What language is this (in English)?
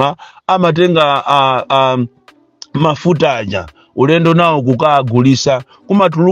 Nyanja